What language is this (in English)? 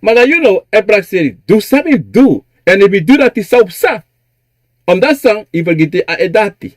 Sranan Tongo